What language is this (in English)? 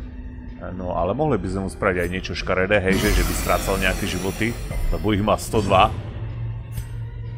Slovak